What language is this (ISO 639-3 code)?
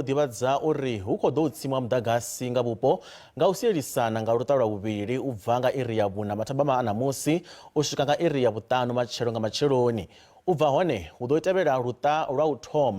ven